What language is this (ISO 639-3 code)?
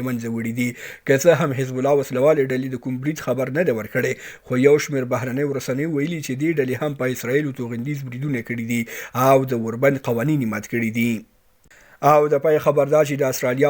pus